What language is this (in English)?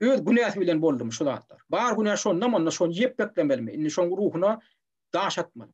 Turkmen